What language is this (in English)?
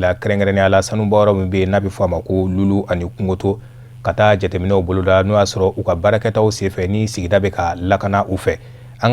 Bambara